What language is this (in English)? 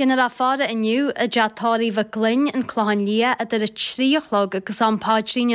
Irish